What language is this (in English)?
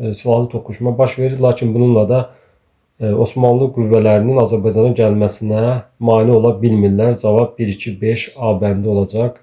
Azerbaijani